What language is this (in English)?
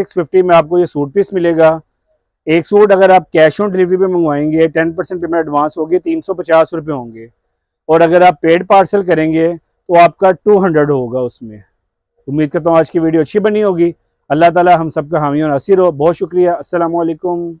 Hindi